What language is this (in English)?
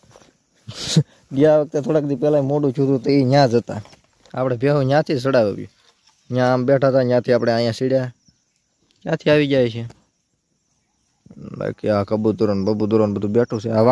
Gujarati